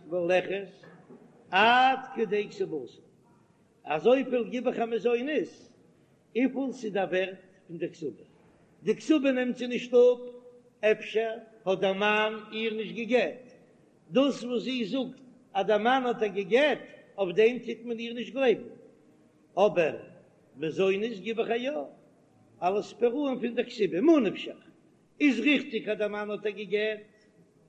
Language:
Yiddish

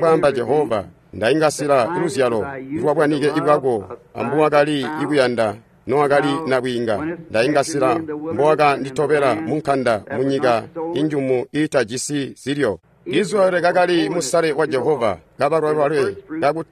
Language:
Tonga (Zambia)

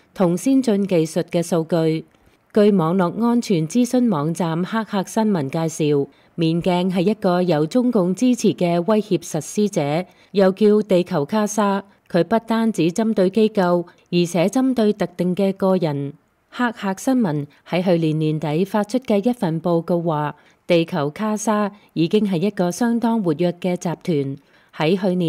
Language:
Cantonese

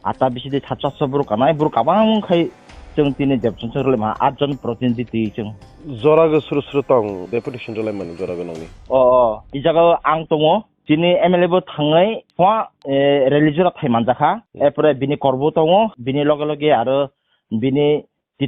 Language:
Kok Borok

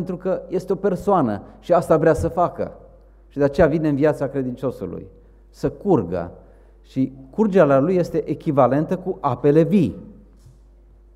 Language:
Romanian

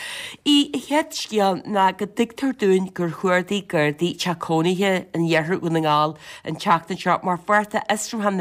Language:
Irish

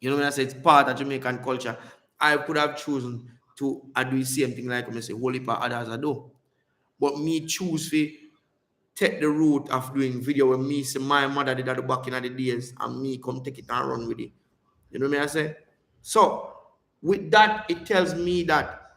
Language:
Jamaican Creole English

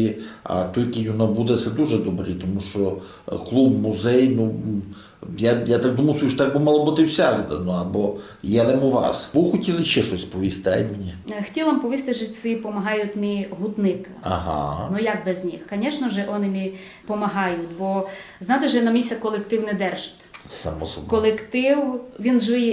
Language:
Rusyn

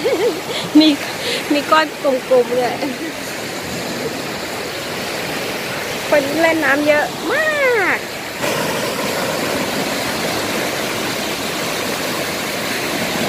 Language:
Thai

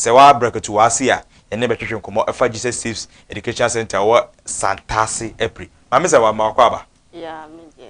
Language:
Akan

